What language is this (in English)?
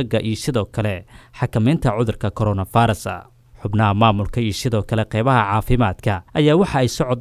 Somali